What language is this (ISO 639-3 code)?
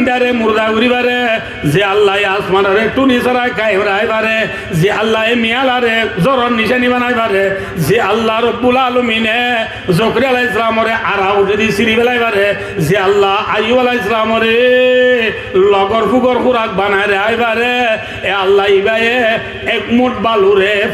rhg